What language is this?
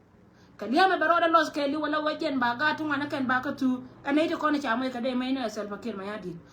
Nuer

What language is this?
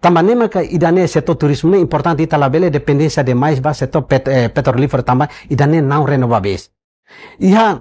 Tetum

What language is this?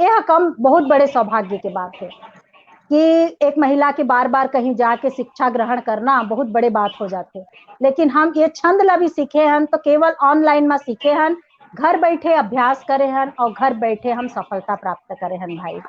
Chhattisgarhi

